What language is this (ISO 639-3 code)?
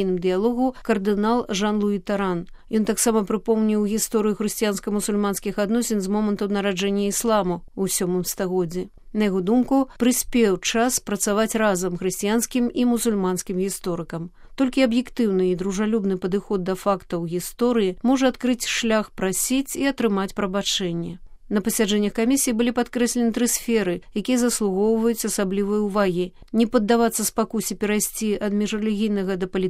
bel